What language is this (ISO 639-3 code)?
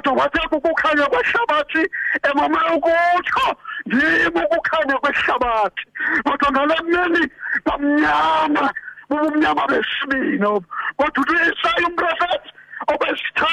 xho